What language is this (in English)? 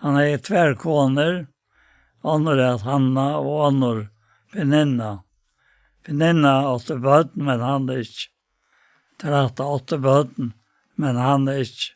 Faroese